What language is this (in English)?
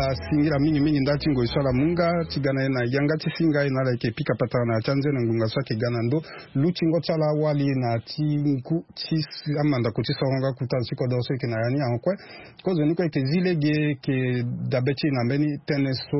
Sango